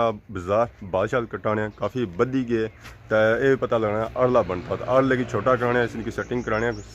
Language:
Pahari-Potwari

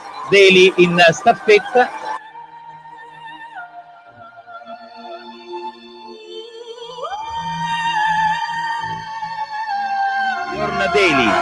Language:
Italian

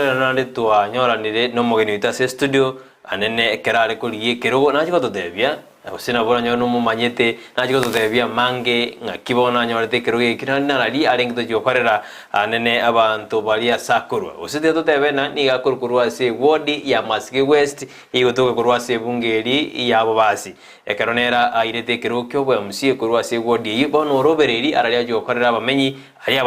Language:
Gusii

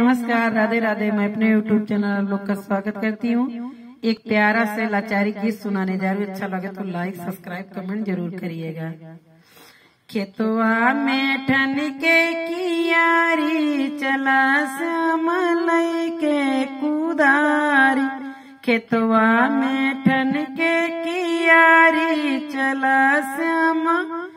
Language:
Bhojpuri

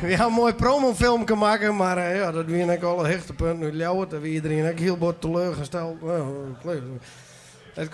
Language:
Western Frisian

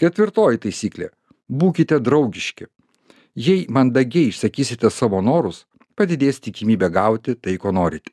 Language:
Lithuanian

